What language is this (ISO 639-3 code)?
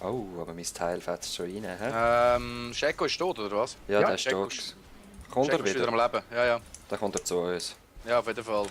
gsw